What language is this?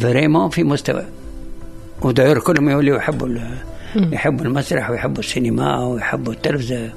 Tunisian Arabic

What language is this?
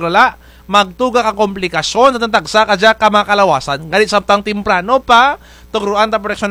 Kinaray-a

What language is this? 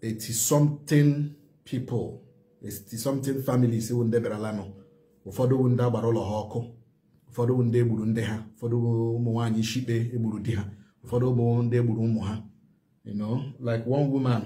Igbo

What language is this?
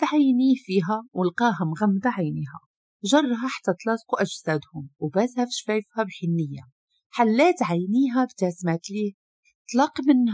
Moroccan Arabic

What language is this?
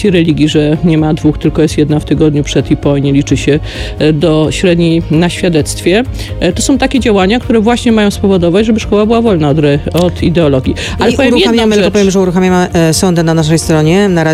Polish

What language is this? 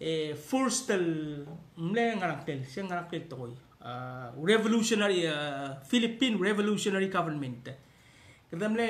Palauan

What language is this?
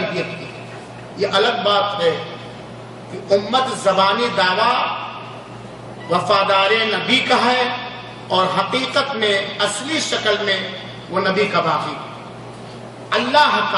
Urdu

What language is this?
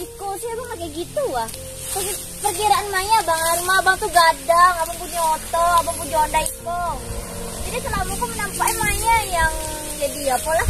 Minangkabau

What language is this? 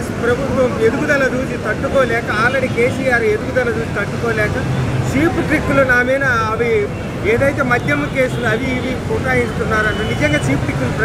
Telugu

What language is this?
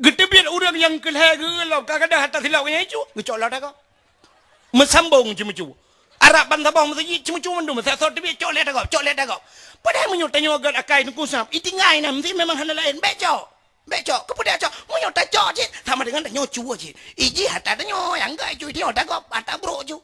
Achinese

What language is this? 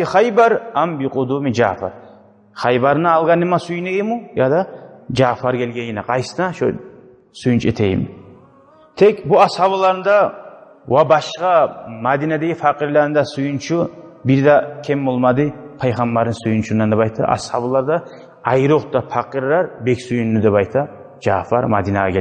Kumyk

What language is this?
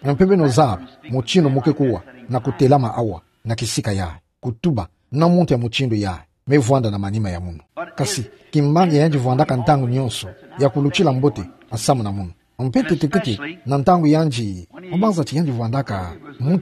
Kituba (Democratic Republic of Congo)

